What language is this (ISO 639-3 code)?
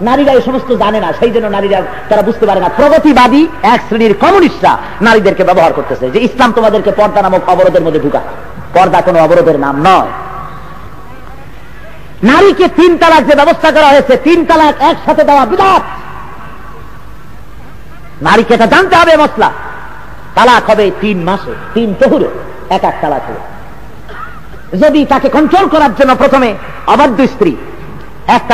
ben